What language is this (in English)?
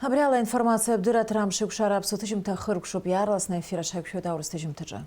Abkhazian